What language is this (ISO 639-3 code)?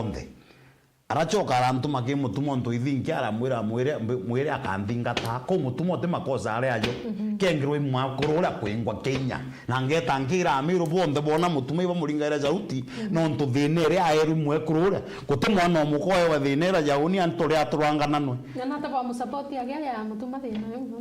mer